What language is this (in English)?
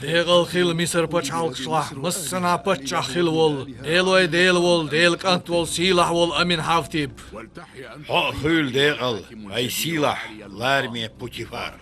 Chechen